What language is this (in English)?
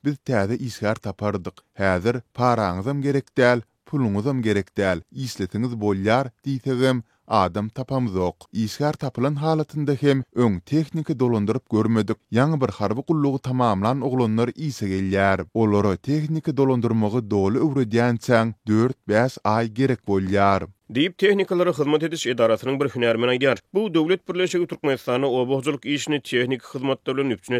Turkmen